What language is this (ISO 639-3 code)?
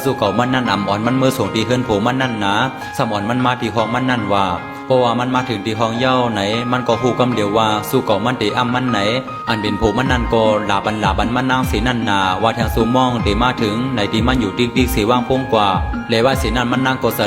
shn